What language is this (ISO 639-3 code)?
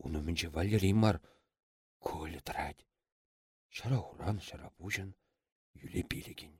chv